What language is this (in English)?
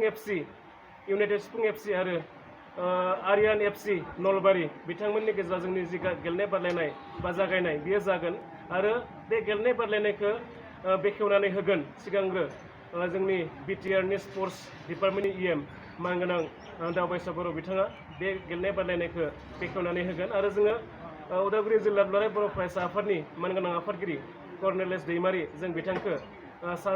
Bodo